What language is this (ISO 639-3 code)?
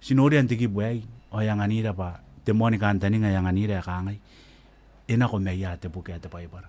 gil